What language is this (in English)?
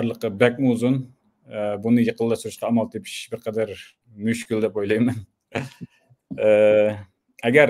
Uyghur